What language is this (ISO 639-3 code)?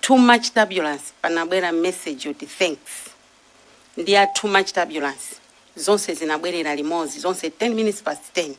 nya